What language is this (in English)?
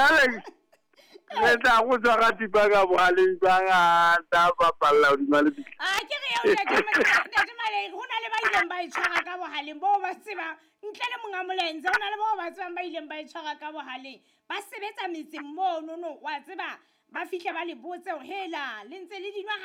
Southern Sotho